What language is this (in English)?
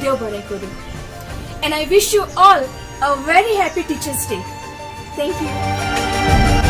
Konkani